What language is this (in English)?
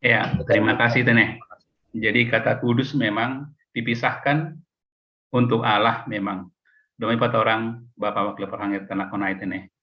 Batak Simalungun